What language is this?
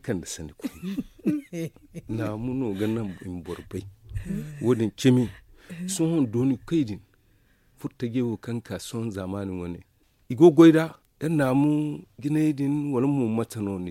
Zarma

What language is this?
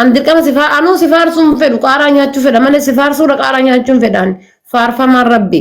Oromo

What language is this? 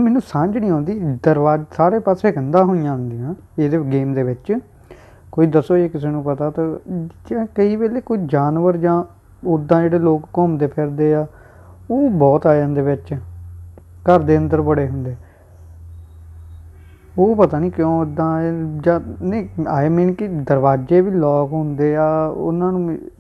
Punjabi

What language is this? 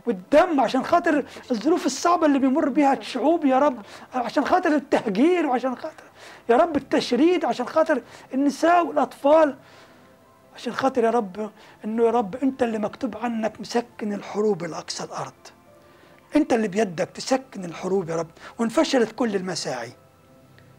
Egyptian Arabic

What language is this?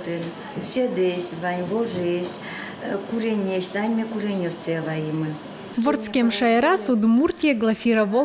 Udmurt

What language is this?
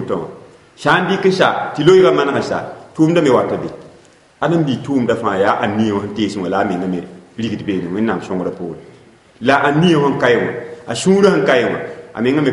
Mossi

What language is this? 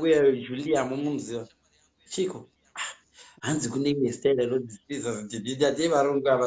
Shona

